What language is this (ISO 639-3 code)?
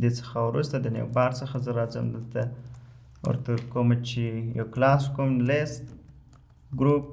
pus